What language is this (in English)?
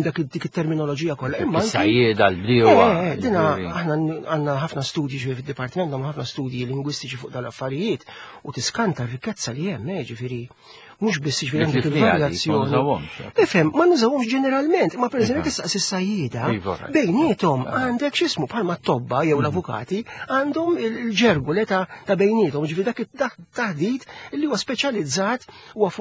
Maltese